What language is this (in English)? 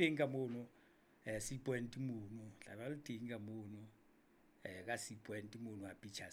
Southern Sotho